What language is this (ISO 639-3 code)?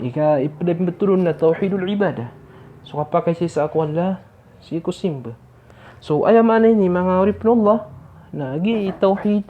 mrw